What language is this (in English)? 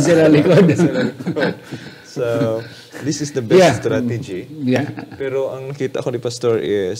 Hiligaynon